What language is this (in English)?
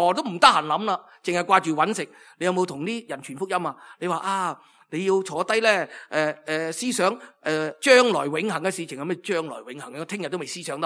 Cantonese